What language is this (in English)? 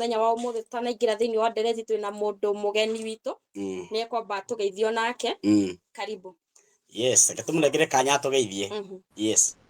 Kikuyu